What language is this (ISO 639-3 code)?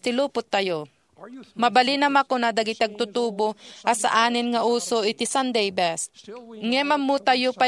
ilo